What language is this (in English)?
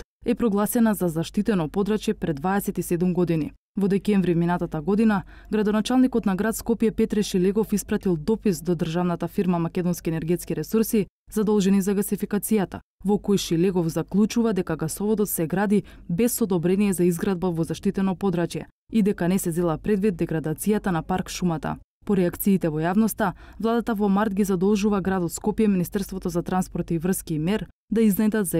Macedonian